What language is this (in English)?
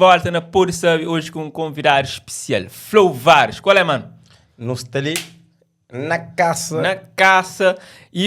Kabuverdianu